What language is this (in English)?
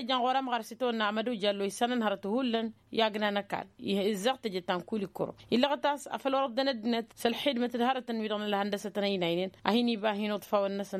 Tamasheq